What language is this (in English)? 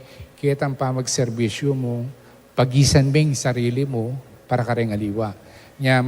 Pampanga